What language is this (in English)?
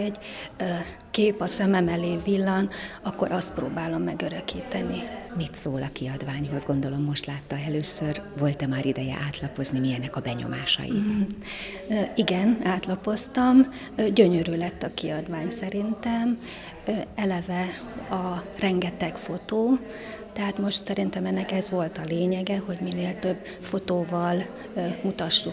Hungarian